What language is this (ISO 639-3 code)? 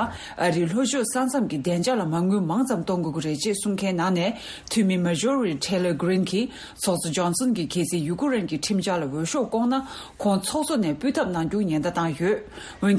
bod